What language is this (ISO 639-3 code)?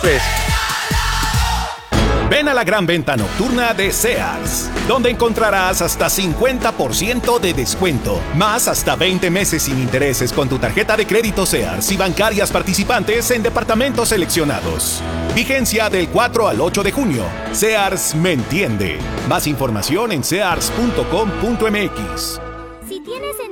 spa